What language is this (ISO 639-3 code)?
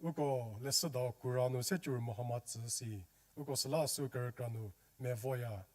njm